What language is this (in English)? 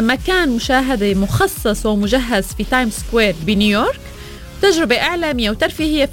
Arabic